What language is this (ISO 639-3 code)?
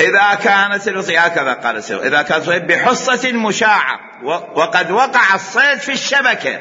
acm